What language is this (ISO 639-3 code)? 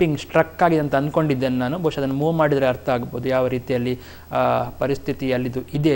kan